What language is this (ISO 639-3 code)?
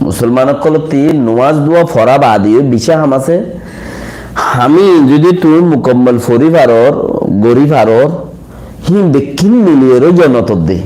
rhg